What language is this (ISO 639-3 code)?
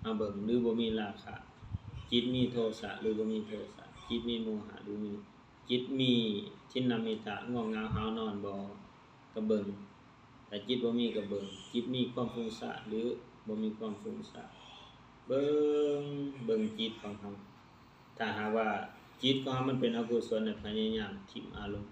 lao